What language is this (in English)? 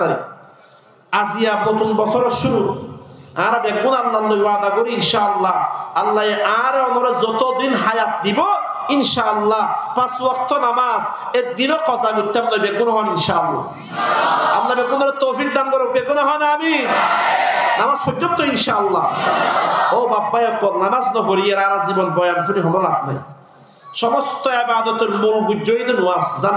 Rohingya